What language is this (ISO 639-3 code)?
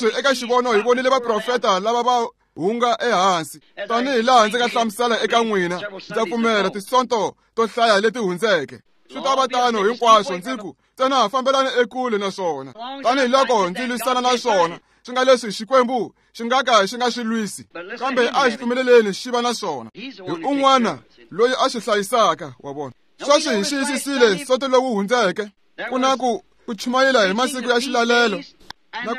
tso